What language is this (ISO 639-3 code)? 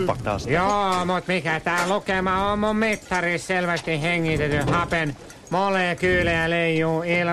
fin